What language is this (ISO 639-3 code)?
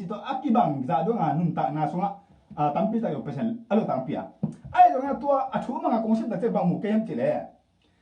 ctd